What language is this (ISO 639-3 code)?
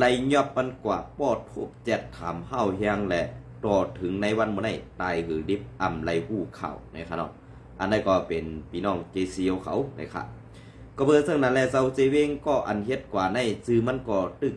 shn